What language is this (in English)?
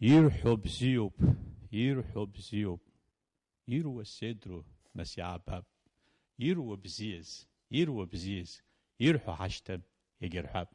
Abkhazian